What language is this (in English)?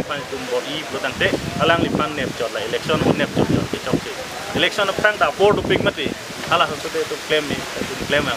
Karbi